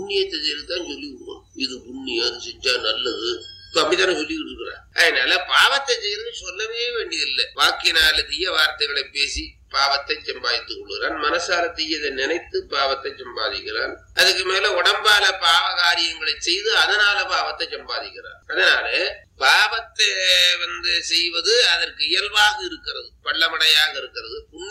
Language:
Tamil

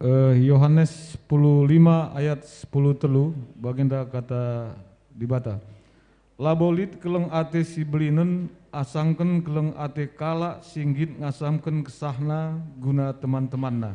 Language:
Batak Karo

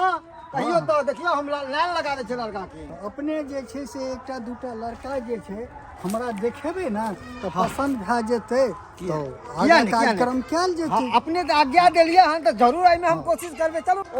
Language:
Maithili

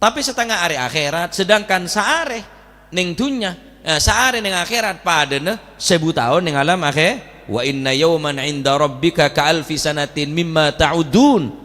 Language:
Madurese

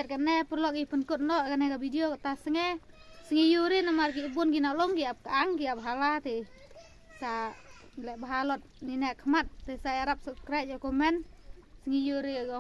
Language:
Khasi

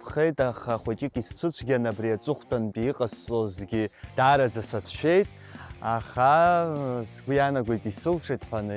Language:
Abkhazian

